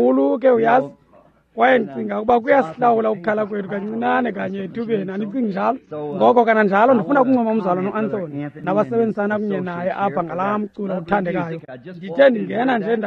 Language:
Xhosa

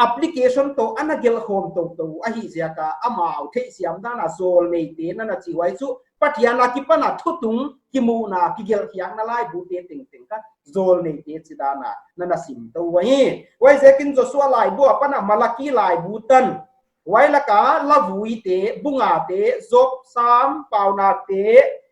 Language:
Paite Chin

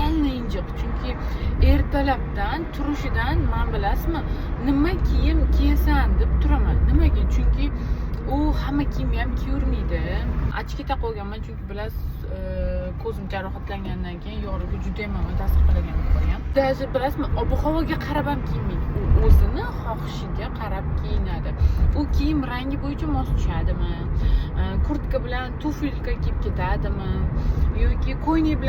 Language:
Uzbek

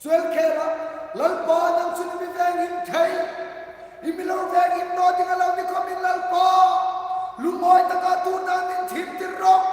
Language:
Hmar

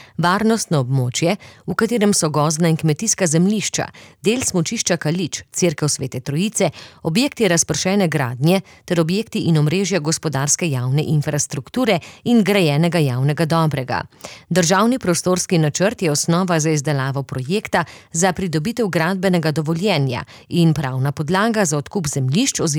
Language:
Slovenian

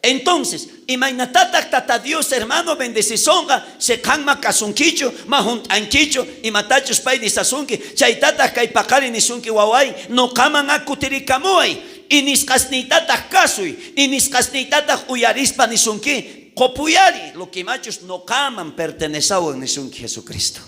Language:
South Bolivian Quechua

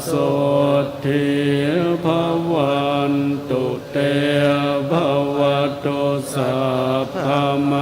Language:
Pali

